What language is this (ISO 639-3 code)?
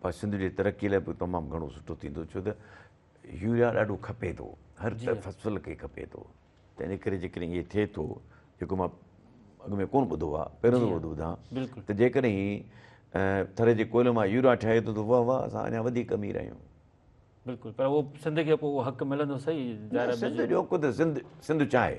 snd